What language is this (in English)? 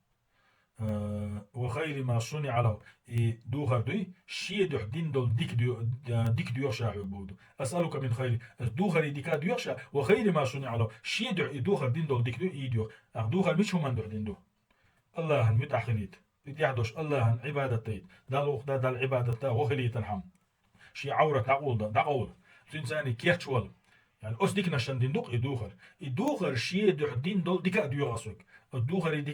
Chechen